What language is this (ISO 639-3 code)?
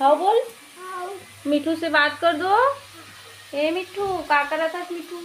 hne